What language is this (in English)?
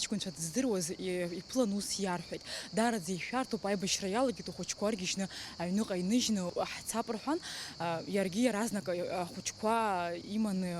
Abkhazian